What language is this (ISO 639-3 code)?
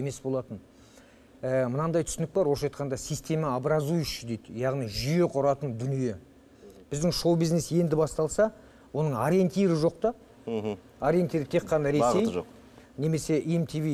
kaz